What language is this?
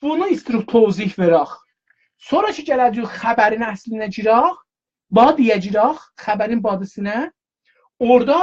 South Azerbaijani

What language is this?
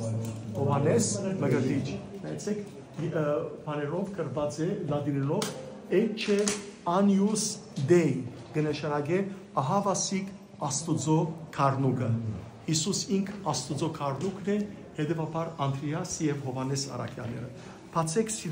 Western Armenian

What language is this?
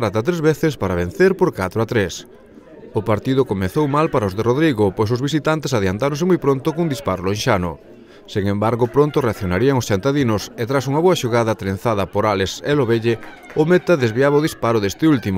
Galician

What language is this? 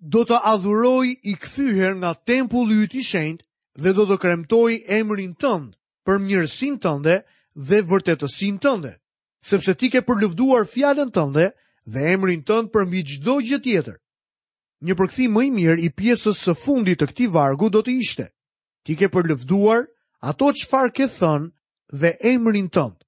Albanian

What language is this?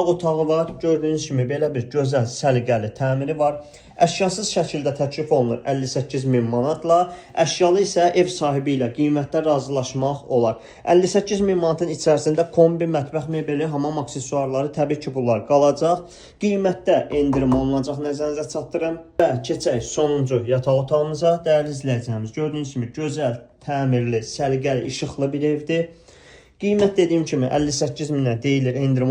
Azerbaijani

